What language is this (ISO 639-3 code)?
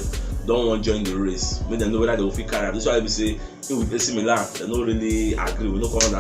pcm